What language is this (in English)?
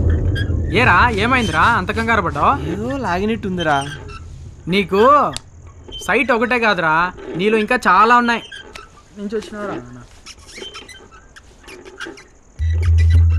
Telugu